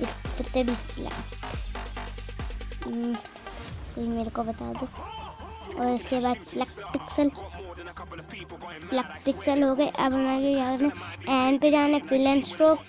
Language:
Hindi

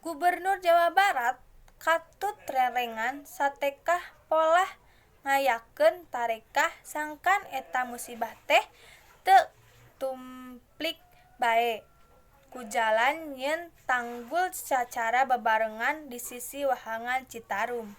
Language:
Sundanese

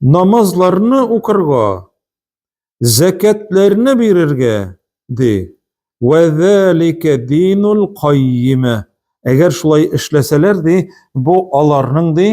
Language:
Tatar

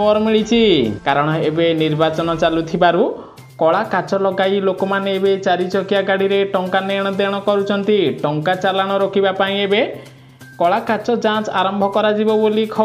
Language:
Odia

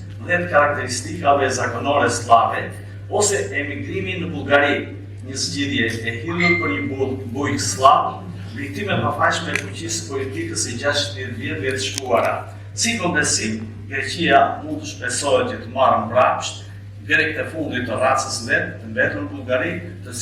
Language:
Albanian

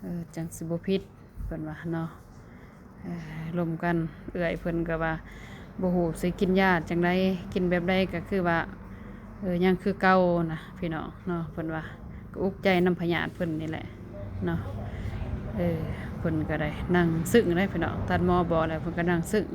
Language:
Lao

